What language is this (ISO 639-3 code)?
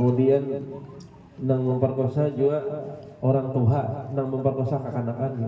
bjn